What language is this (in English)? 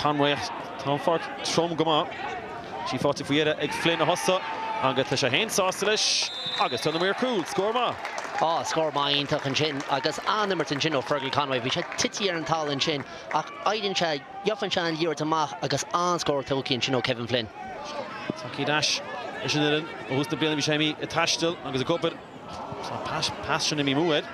Irish